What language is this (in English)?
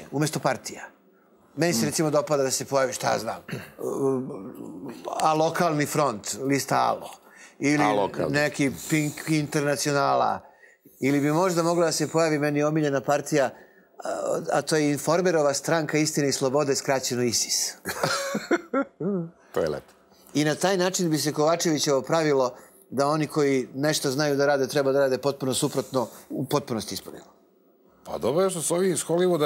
Serbian